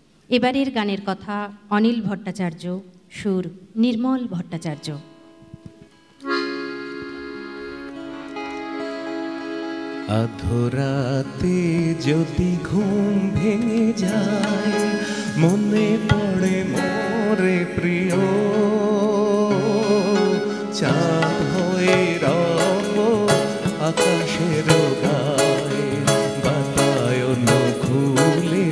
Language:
Bangla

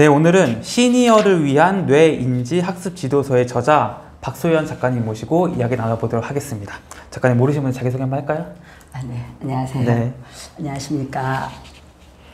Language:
Korean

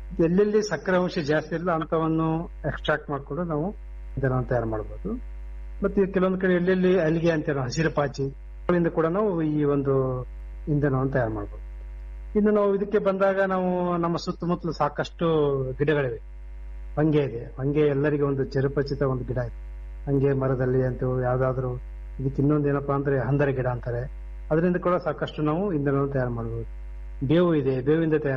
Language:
Kannada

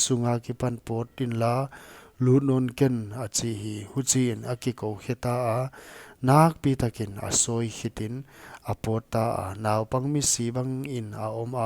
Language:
Paite Chin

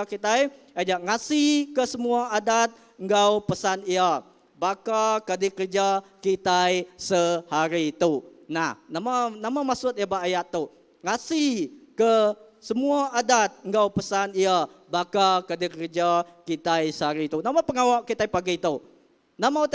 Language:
Iban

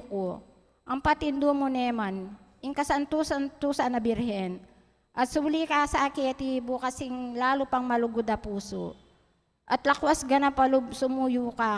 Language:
Pampanga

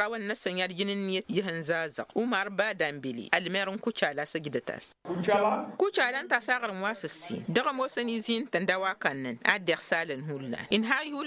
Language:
Tamasheq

